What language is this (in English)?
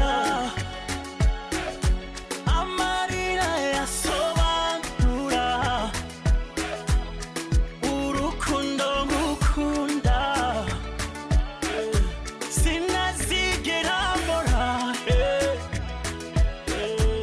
Kinyarwanda